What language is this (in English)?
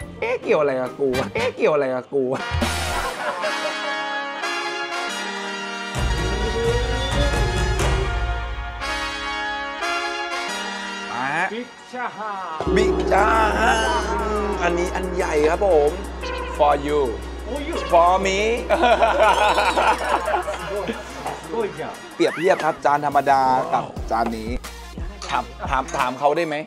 Thai